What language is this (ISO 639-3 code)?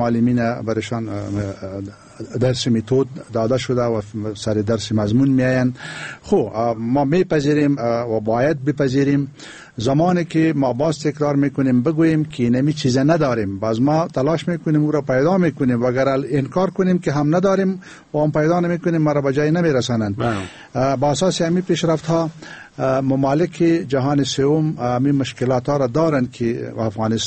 fas